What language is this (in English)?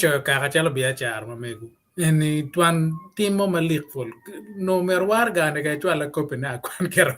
Acoli